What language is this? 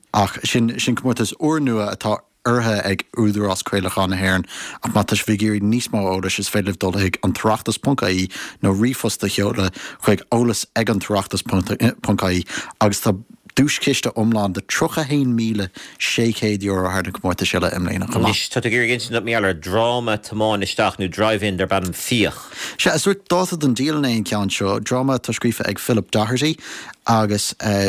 Irish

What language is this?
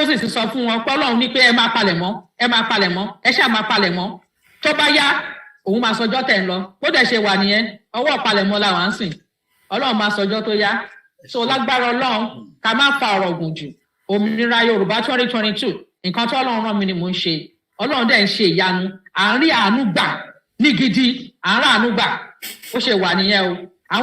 Yoruba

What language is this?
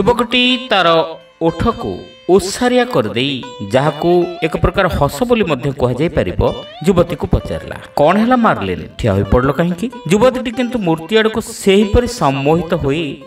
Odia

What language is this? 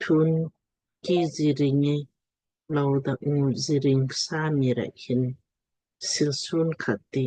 Lamkang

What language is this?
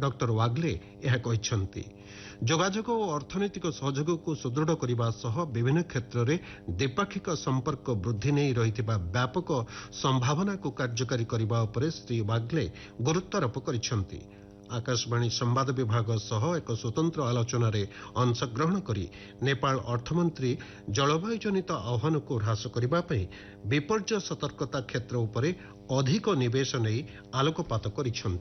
Odia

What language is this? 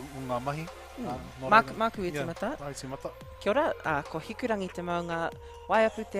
Māori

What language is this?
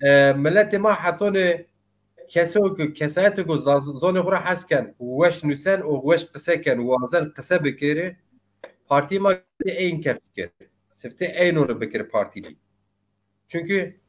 Zaza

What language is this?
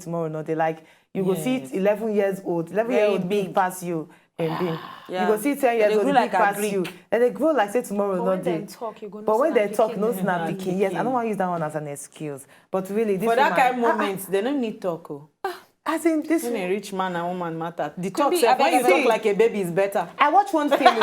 Nigerian Pidgin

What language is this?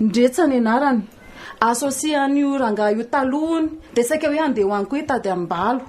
Malagasy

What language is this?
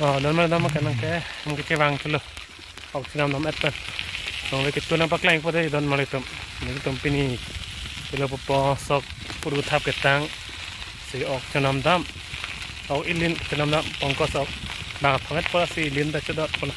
Karbi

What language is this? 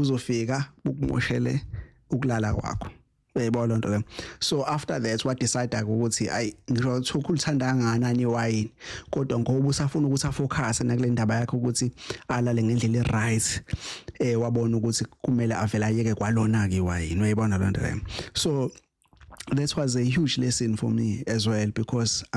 Zulu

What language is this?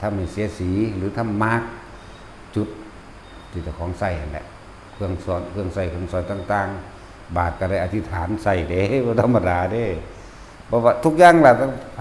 Northeastern Thai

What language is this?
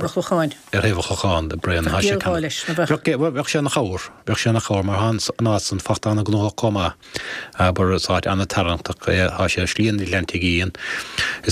Irish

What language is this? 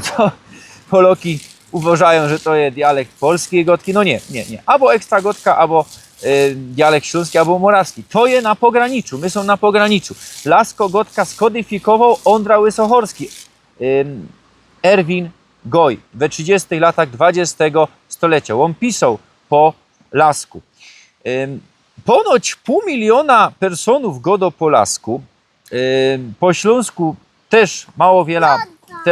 Silesian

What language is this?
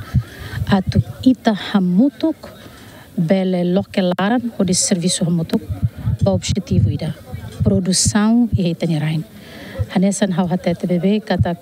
Tetum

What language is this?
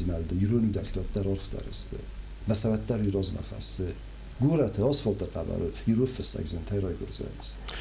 Ossetic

